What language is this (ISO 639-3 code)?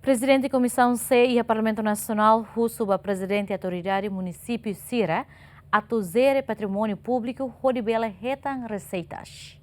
tet